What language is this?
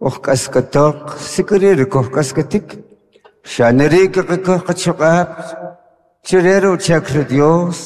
Kʼicheʼ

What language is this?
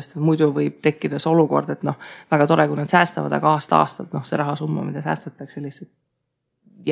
Estonian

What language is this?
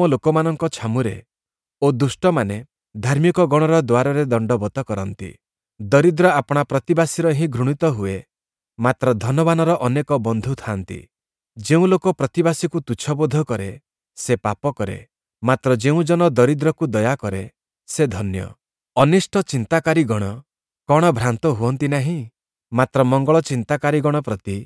Odia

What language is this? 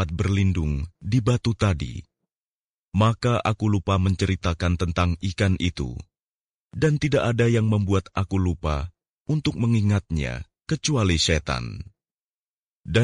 Indonesian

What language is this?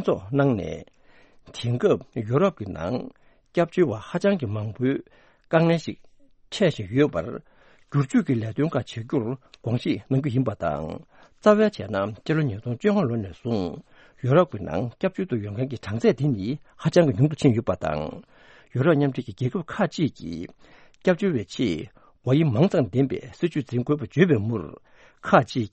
Tibetan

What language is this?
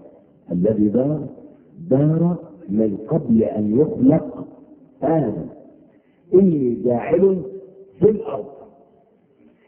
Arabic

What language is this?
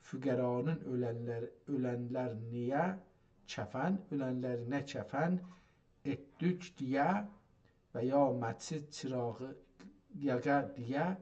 South Azerbaijani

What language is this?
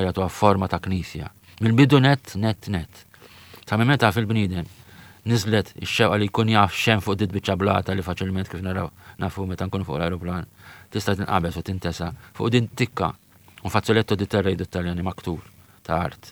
Maltese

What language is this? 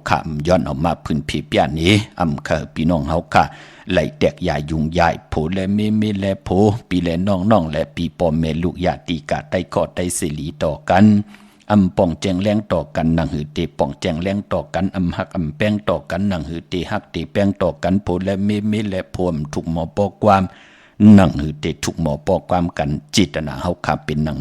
Shan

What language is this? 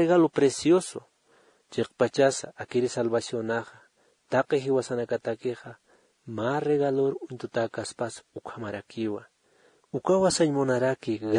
Aymara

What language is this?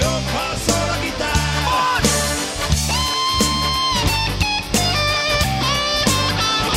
Hungarian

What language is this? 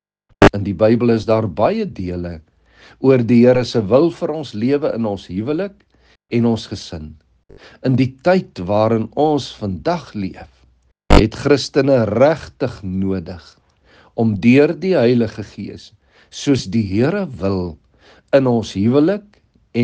Afrikaans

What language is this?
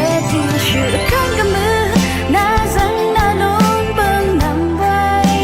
Rawang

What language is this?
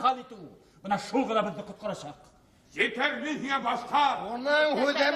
Bashkir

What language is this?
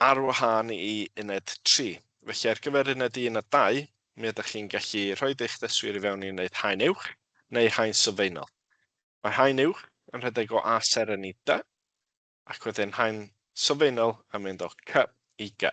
Welsh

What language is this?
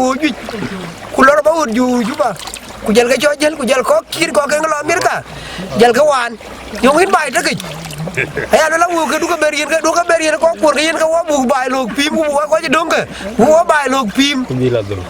Dinka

